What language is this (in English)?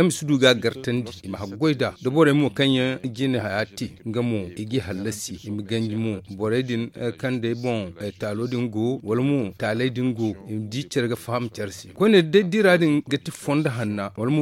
Zarma